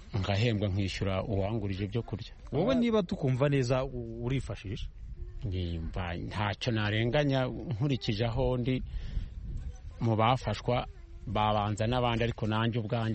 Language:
Kinyarwanda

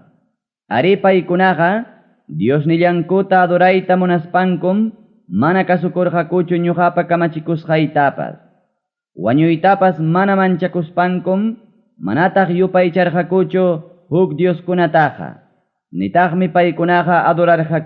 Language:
Ayacucho Quechua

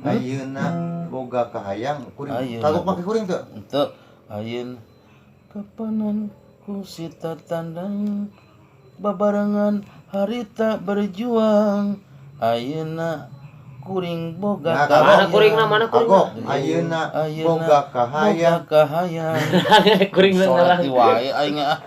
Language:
Sundanese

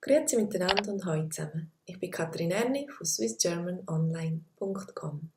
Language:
Swiss German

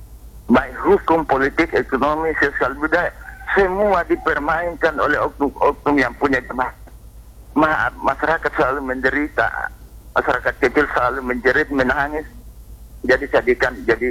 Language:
Indonesian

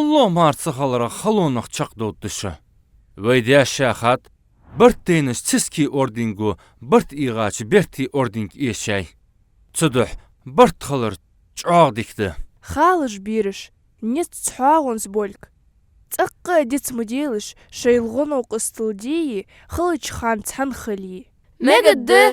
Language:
Ingush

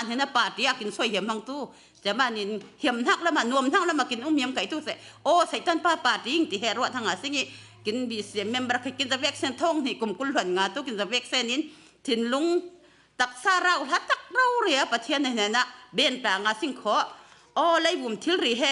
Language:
Falam Chin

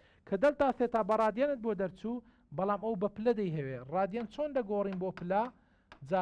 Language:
Central Kurdish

